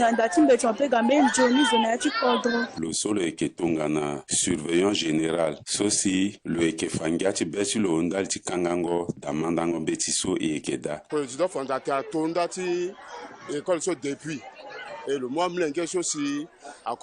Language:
Sango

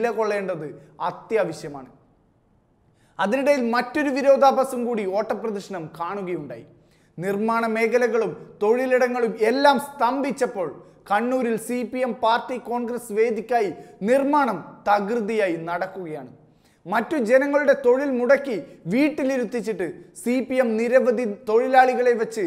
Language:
Malayalam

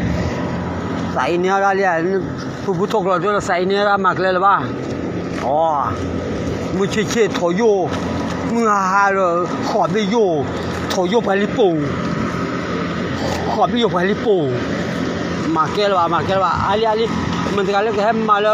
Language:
S'gaw Karen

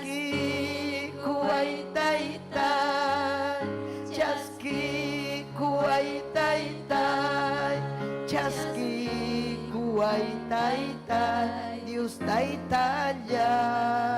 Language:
Ayacucho Quechua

